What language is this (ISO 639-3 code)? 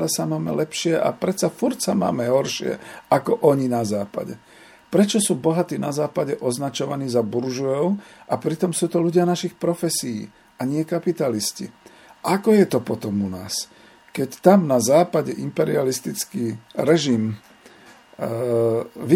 slk